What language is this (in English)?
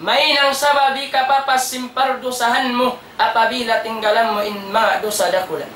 Tausug